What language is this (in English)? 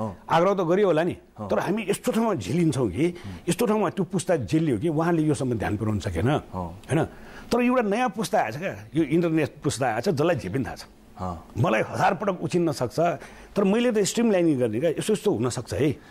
Nepali